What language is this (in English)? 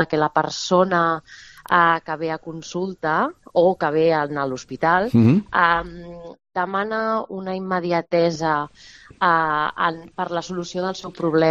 Catalan